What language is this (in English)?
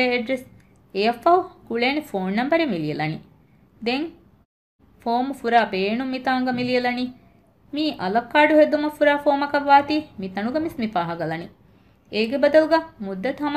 Divehi